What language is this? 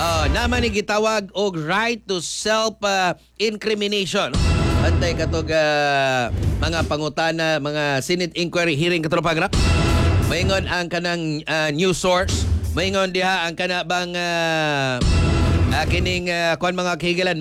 Cebuano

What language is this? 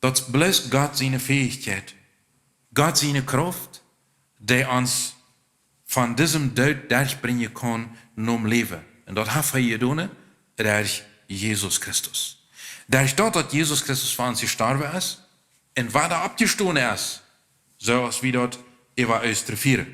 Plautdietsch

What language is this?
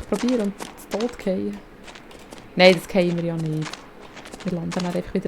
Swiss German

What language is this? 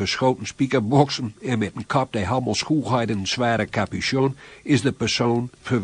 Gronings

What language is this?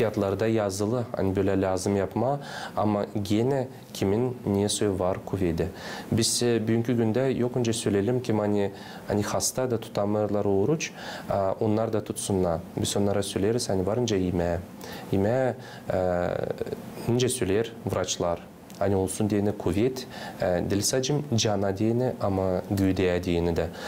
Gagauz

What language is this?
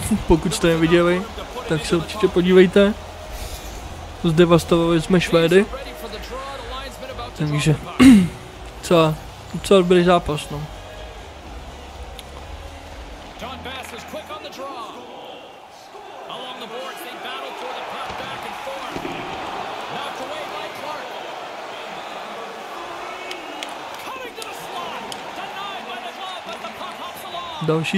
Czech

